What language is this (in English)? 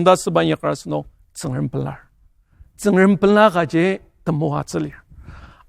Ao Naga